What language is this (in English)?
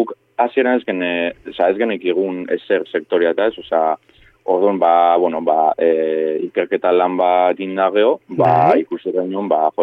Basque